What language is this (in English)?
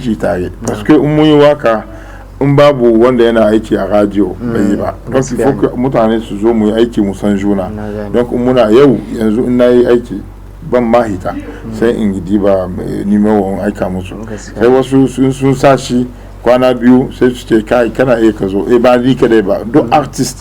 Hausa